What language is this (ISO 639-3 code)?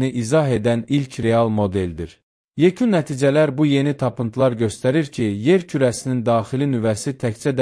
aze